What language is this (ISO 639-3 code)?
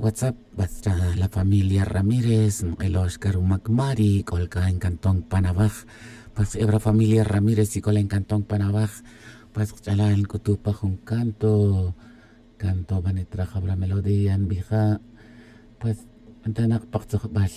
tzj